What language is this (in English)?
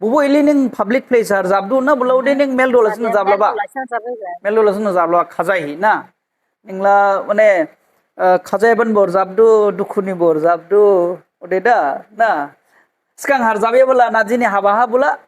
Dimasa